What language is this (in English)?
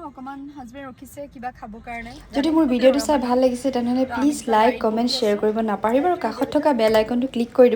Assamese